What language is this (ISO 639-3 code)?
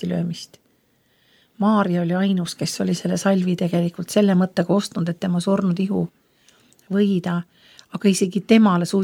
est